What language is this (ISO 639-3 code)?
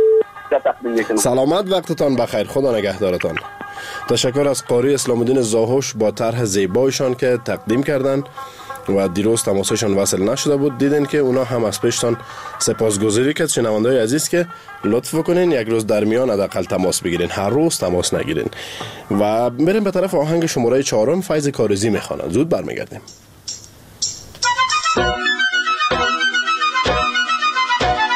fas